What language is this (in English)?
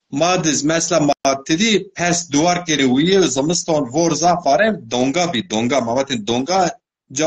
Zaza